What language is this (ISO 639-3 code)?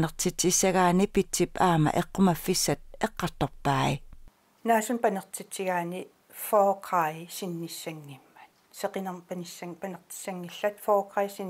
kal